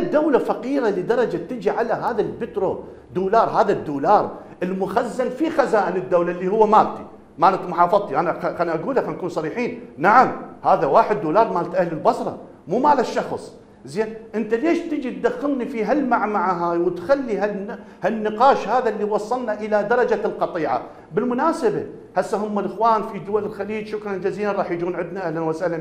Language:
Mesopotamian Arabic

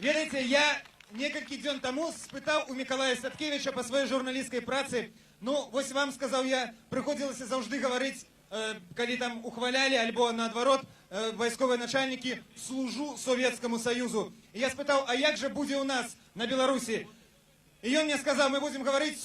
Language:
Belarusian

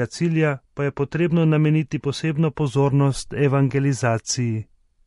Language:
Slovenian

